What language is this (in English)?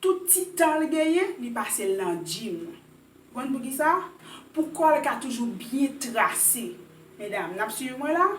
Haitian Creole